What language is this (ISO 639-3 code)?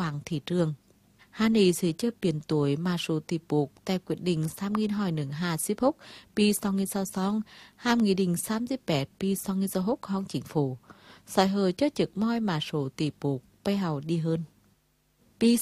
vie